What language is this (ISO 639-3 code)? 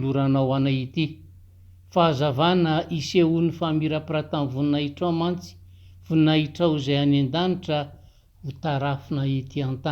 mlg